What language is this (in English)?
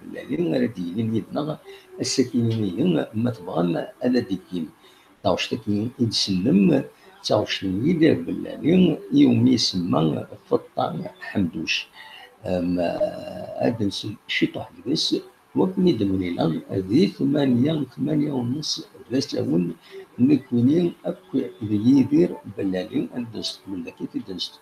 Kabyle